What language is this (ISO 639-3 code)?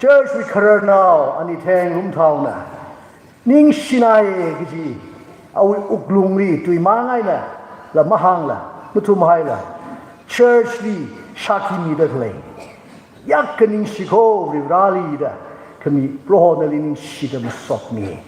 nmf